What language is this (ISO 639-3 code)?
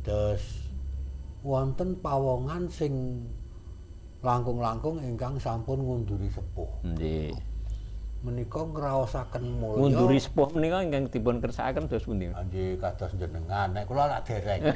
jav